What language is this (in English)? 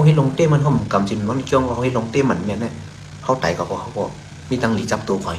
Shan